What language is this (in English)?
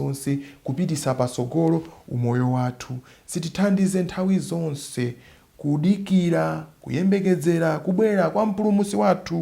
Nyanja